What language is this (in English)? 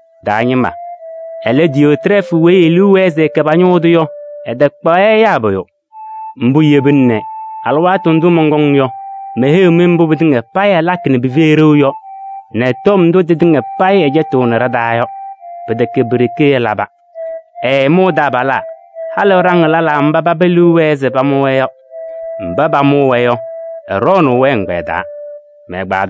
Kabiyè